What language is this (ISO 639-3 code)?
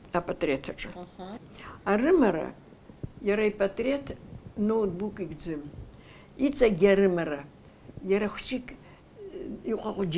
abk